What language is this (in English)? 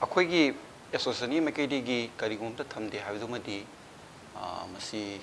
Manipuri